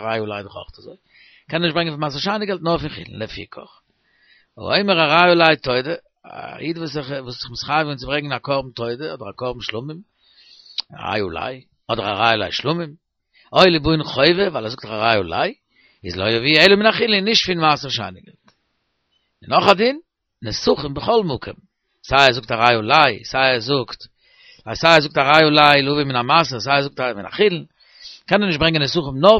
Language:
Yiddish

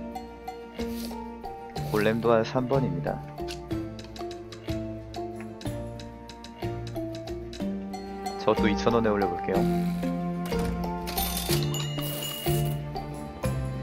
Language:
Korean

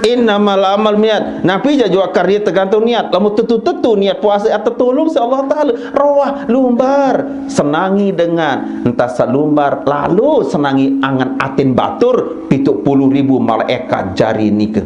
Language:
Sasak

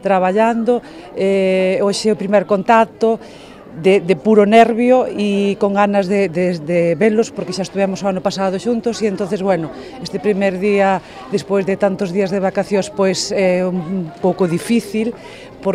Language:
Galician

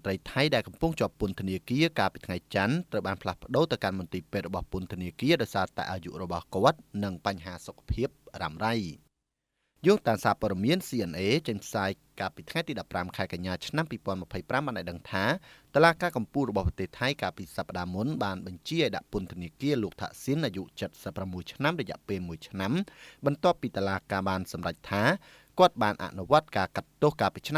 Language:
Khmer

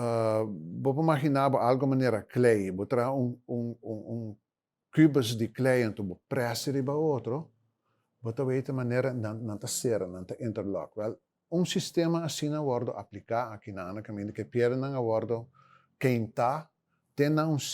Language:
Papiamento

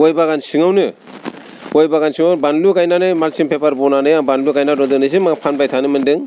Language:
Bodo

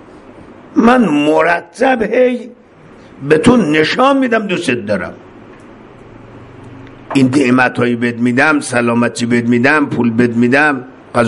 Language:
Persian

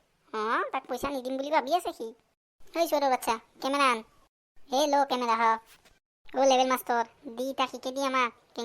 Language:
Assamese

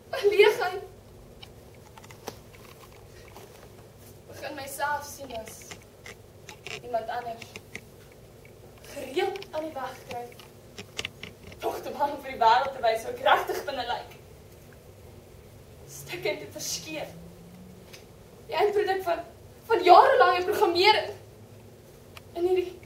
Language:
Afrikaans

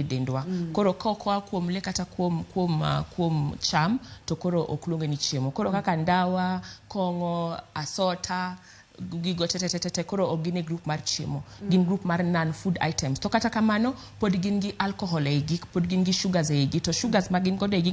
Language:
Luo (Kenya and Tanzania)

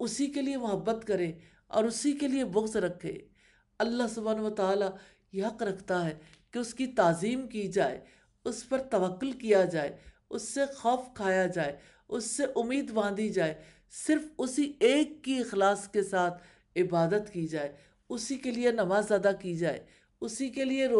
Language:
Urdu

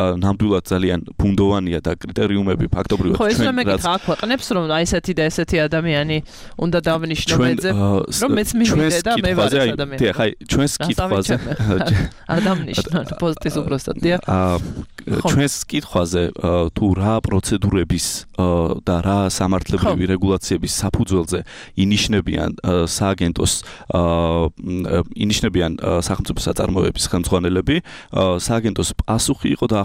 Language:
Georgian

